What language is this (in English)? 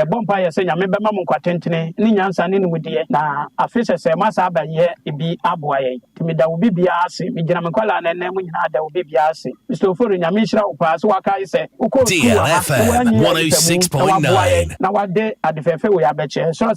Akan